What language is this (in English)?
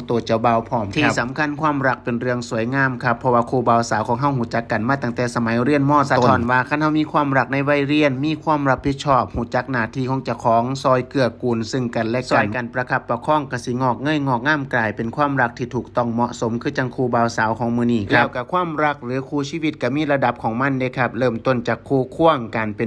Northeastern Thai